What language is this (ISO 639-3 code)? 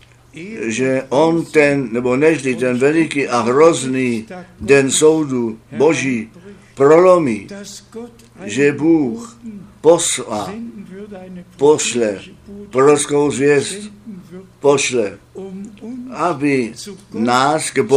ces